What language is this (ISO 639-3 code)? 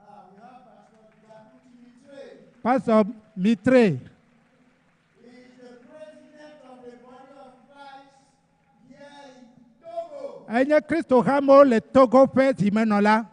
ewe